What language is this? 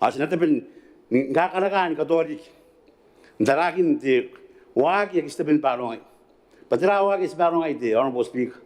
Gilbertese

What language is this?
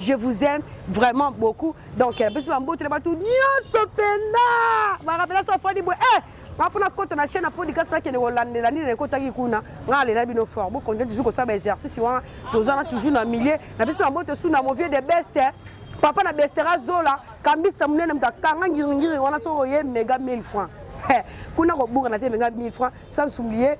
Lingala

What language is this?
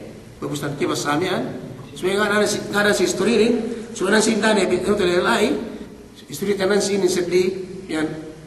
Yakan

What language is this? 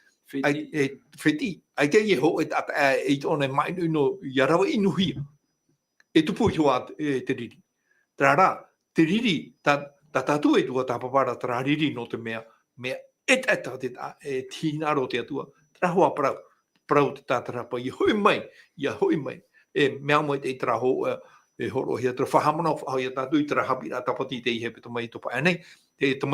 Tahitian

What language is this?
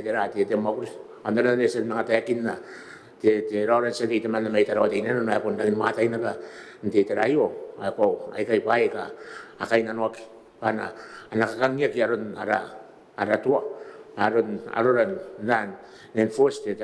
Gilbertese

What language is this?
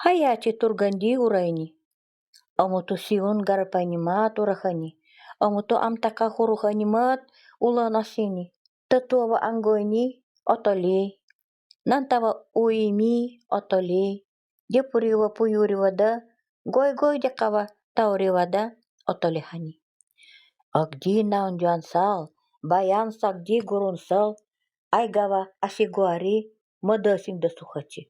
Nanai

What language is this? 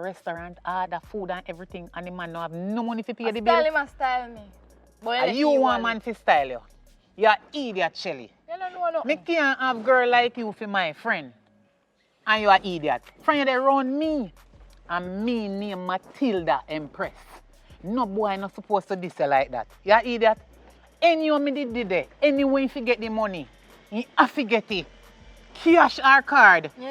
Jamaican Creole English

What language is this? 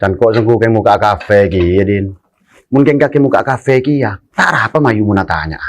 Madurese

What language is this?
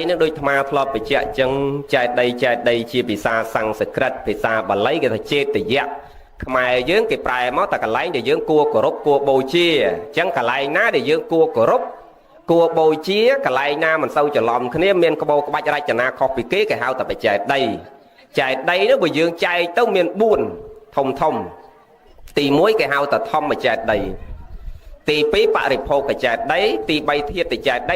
Khmer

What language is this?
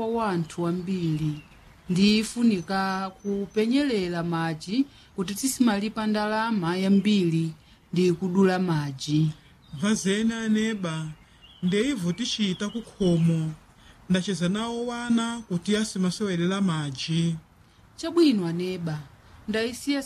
Nyanja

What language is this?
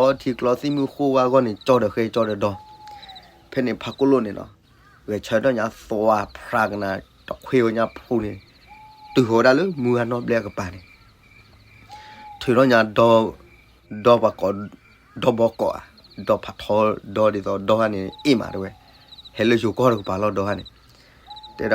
S'gaw Karen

